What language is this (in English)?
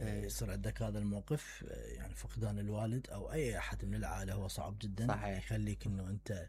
Mesopotamian Arabic